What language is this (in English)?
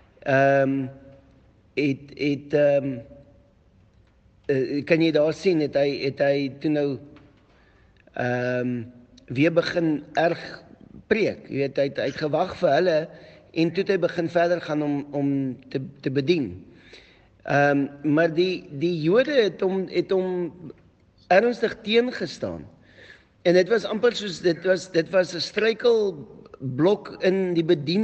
Afrikaans